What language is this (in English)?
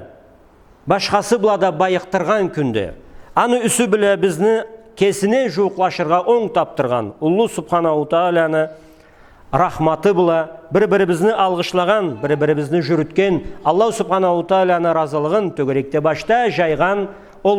Karachay-Balkar